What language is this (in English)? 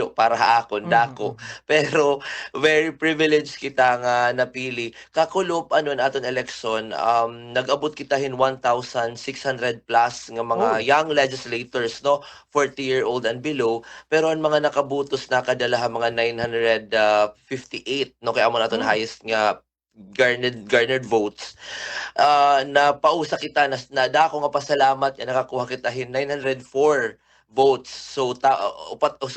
Waray